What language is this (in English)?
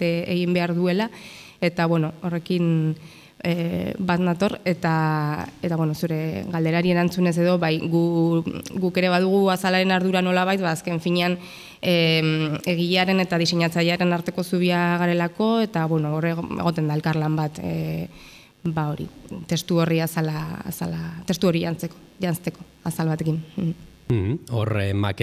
Basque